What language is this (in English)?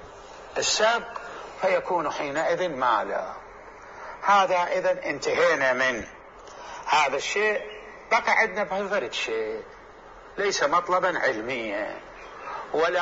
Mesopotamian Arabic